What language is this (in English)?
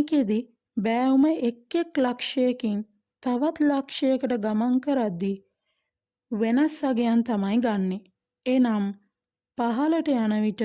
Sinhala